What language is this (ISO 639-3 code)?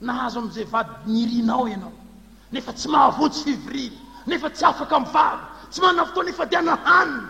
mlg